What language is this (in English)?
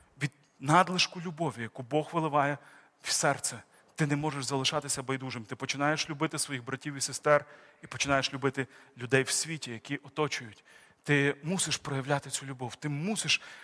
Ukrainian